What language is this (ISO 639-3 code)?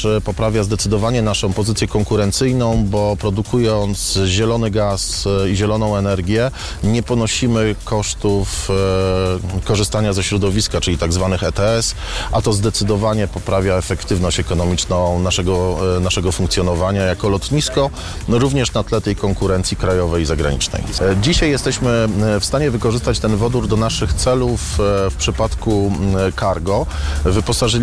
pol